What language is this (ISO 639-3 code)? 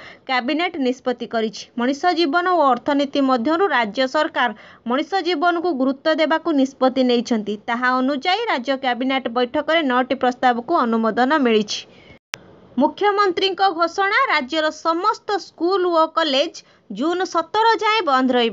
ori